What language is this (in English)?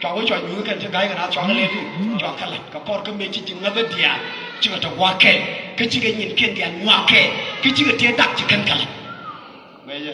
Nuer